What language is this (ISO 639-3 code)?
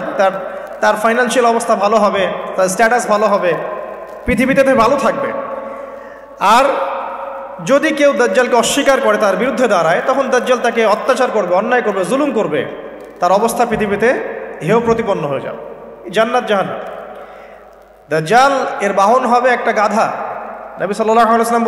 ben